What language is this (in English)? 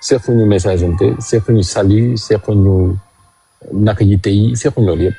Wolof